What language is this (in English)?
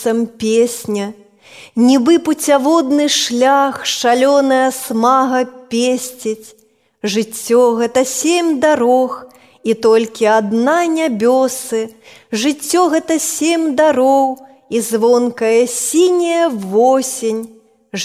Belarusian